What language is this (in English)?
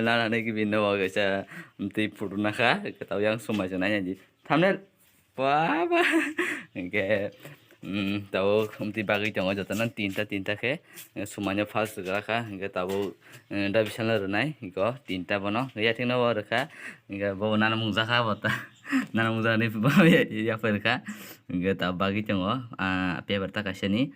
Kok Borok